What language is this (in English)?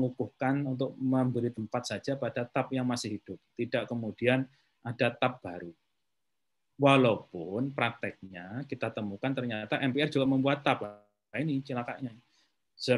Indonesian